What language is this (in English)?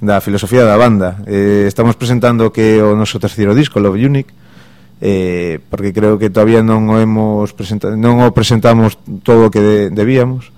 Galician